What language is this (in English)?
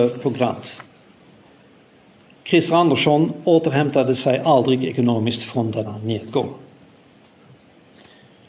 Swedish